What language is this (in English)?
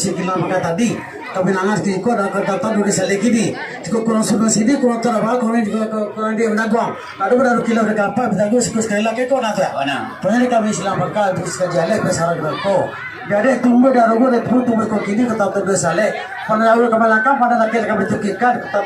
Minangkabau